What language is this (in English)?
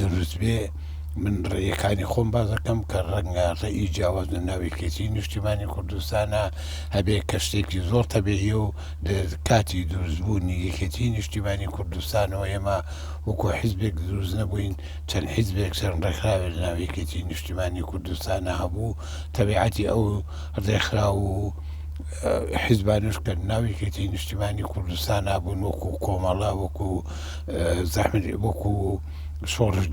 Central Kurdish